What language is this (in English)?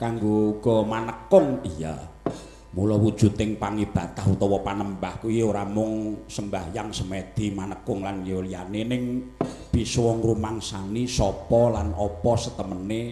Javanese